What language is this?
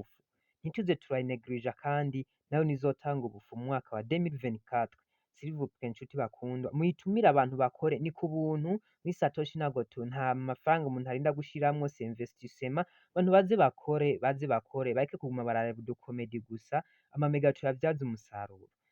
Rundi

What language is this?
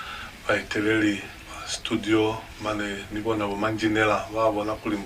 Lozi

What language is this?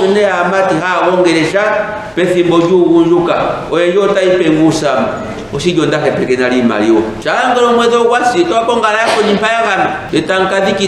Ndonga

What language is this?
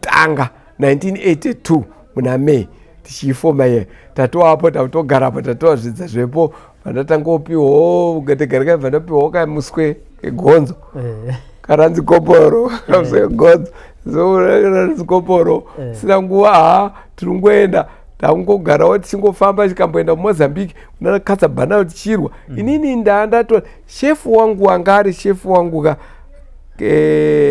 Shona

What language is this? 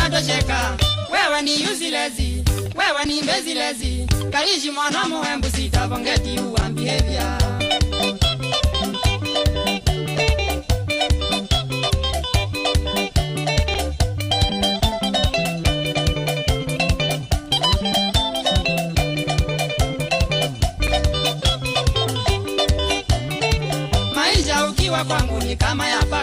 Swahili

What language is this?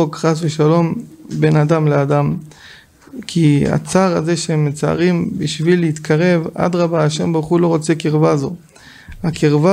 Hebrew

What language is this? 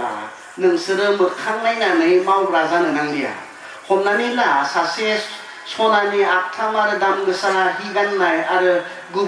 Bodo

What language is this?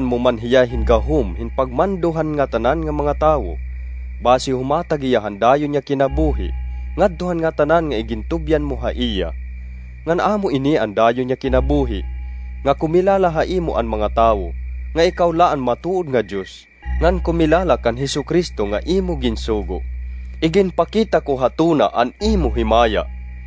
Waray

